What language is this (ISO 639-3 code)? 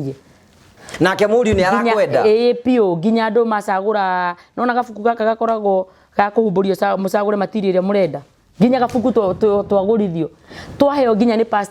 kik